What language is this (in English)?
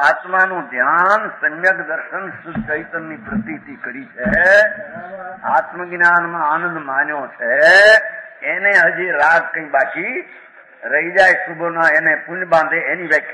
Gujarati